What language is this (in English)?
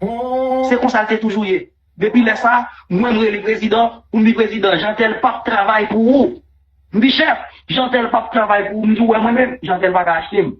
Haitian Creole